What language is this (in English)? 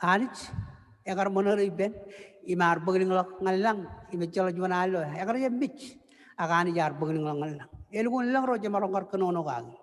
Marshallese